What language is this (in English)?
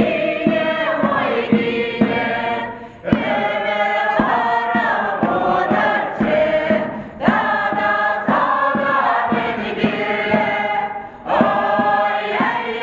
Chuvash